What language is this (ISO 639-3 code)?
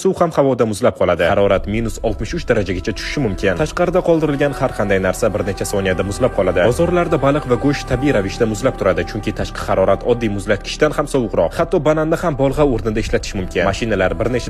uzb